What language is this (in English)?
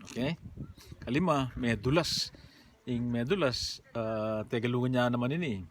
Pampanga